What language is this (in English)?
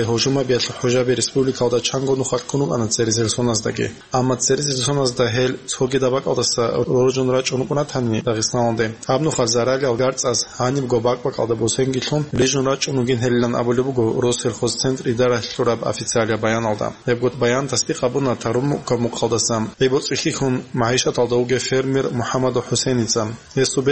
Avaric